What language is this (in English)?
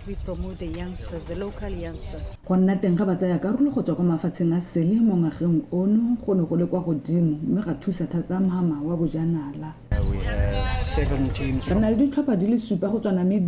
Tswana